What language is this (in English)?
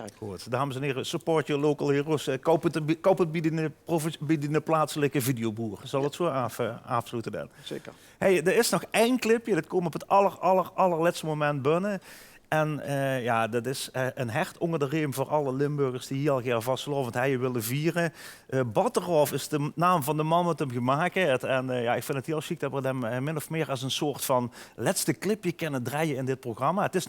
Limburgish